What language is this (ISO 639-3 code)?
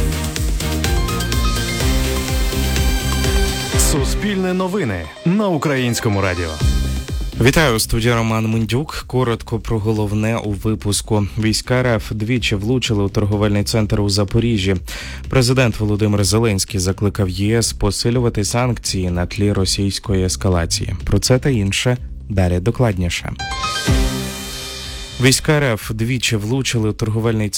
ukr